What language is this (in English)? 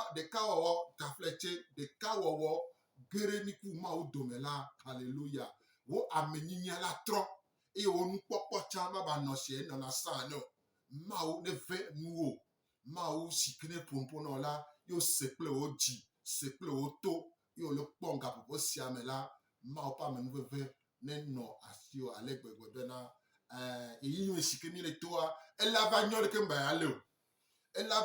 Gen